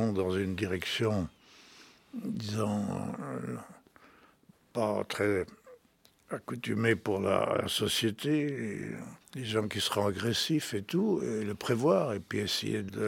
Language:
French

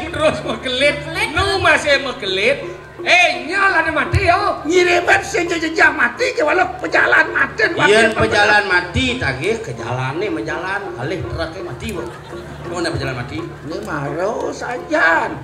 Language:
Balinese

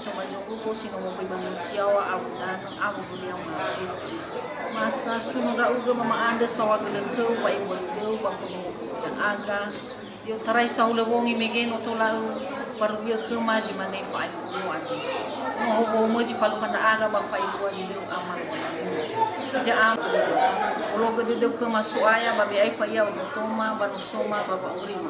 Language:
Nias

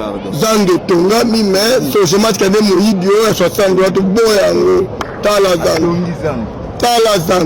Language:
Lingala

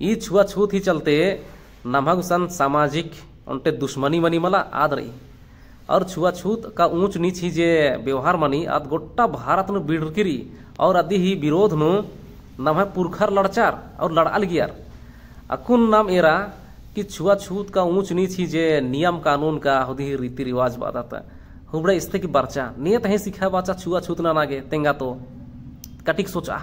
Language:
Kurukh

